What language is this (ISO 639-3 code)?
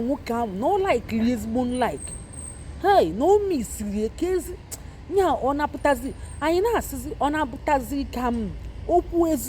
ibo